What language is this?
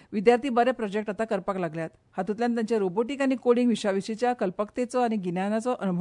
Konkani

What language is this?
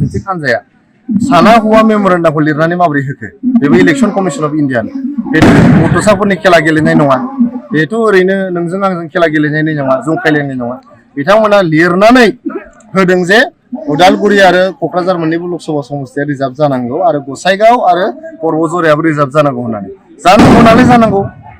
Bodo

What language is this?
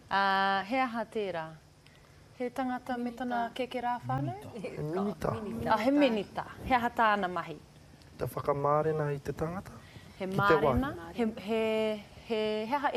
Māori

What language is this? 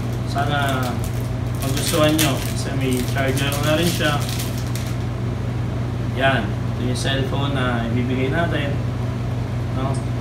Filipino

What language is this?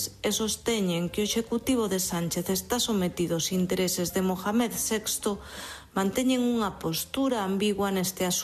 Galician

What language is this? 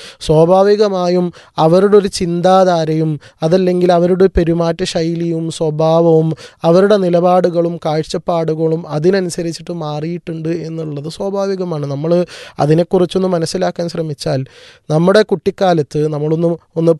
Malayalam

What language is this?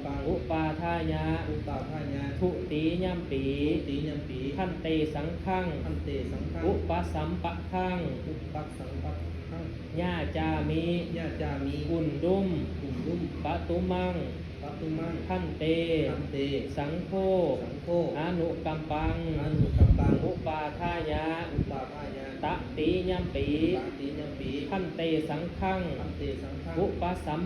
Pali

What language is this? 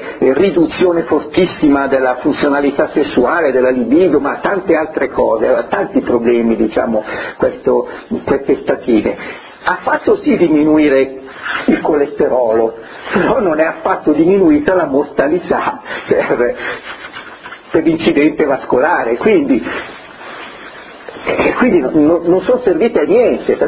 Italian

